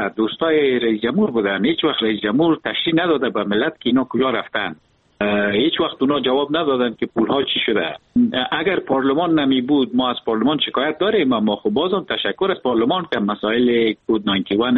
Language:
Persian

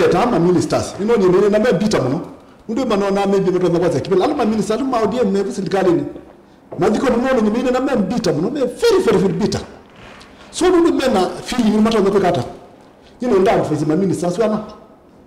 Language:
Kamba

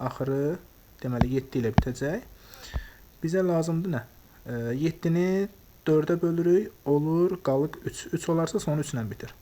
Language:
Azerbaijani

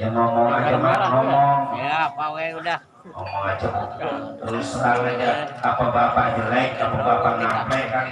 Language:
Betawi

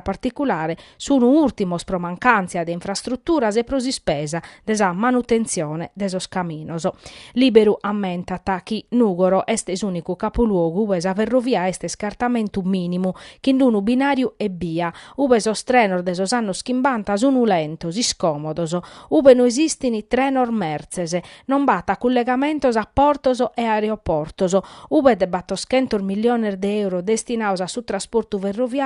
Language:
Sardinian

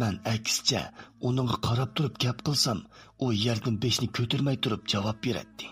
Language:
Uyghur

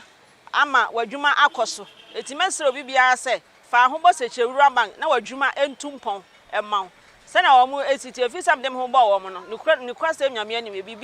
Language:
Akan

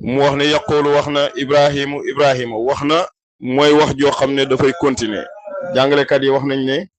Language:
Wolof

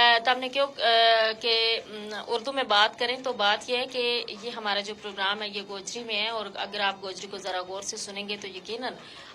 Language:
Gujari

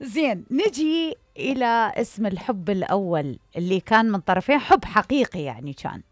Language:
Mesopotamian Arabic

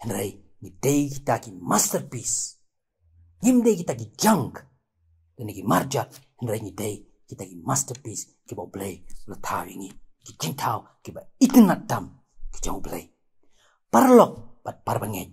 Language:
Khasi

